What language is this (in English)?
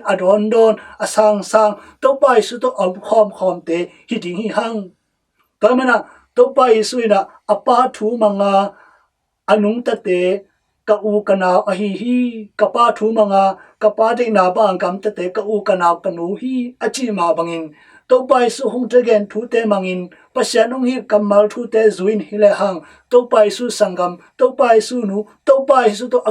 Tedim Chin